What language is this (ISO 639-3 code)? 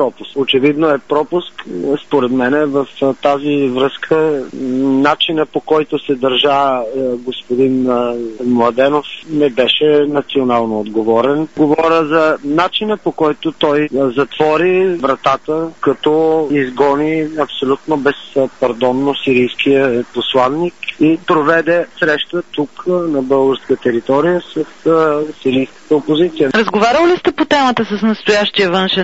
bul